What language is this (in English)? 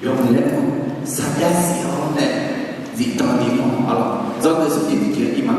Akha